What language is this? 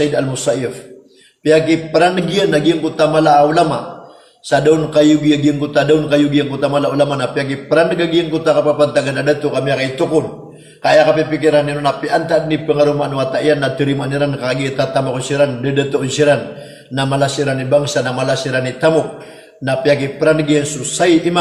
Maranao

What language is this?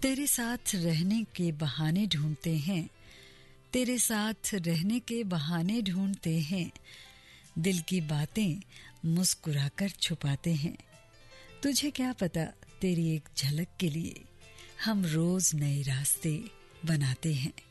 Hindi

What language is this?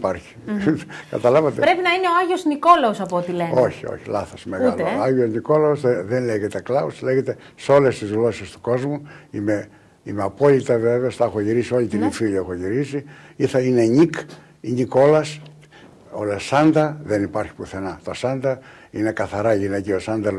Greek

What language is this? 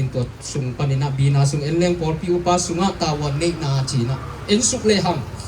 Tedim Chin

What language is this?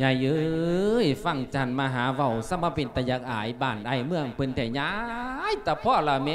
Lao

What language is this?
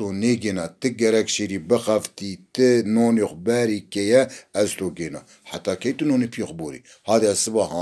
Zaza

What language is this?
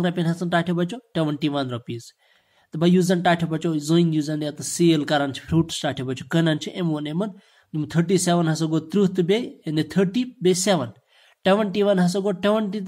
Kashmiri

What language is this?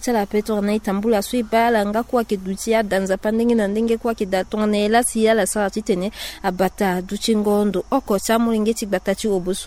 Sango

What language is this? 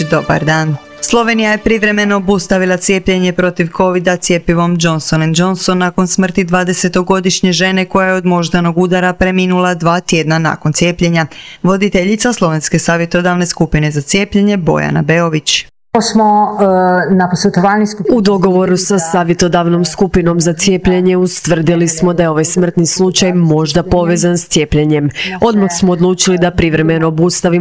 Croatian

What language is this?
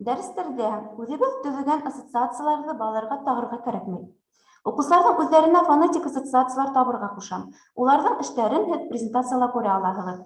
Bashkir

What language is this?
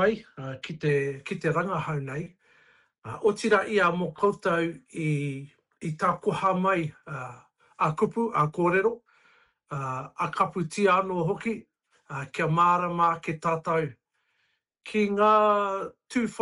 Māori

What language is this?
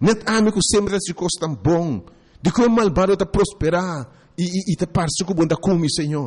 Papiamento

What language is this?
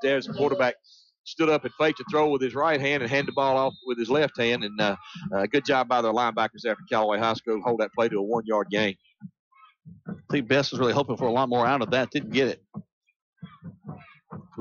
English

